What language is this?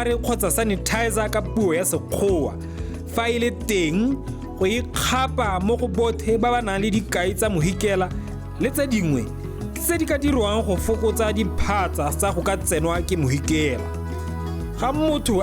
Tswana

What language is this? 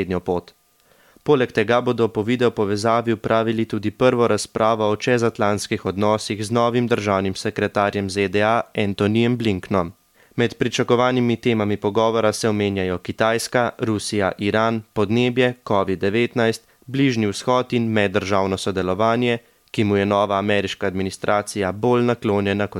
Slovenian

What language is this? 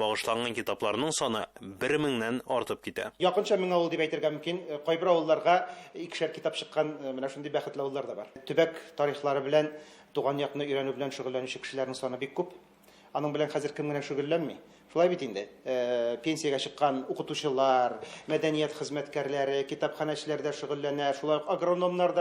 Tatar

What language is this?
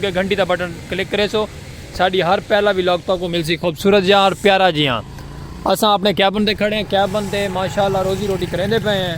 Saraiki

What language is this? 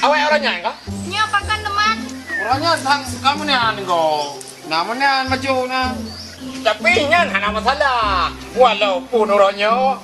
Achinese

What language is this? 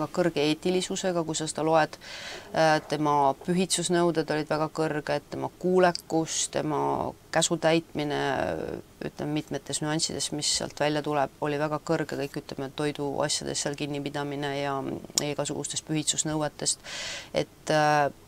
Estonian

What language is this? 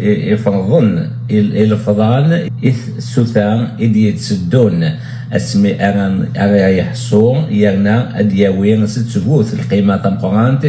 Kabyle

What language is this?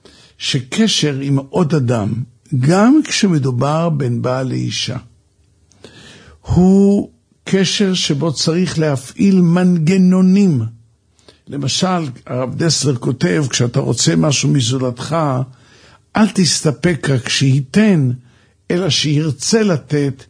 Hebrew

